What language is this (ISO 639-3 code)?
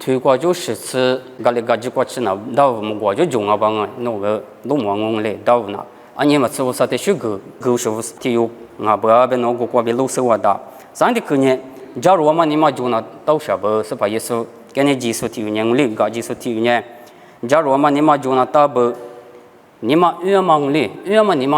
lis